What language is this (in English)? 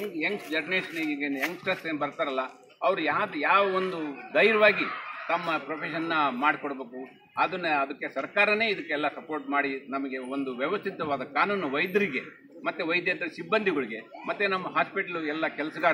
Kannada